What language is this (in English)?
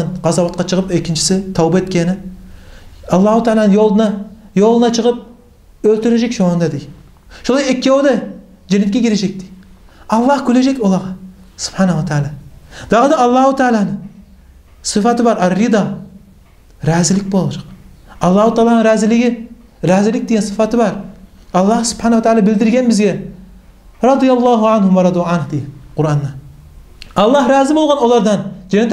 Kumyk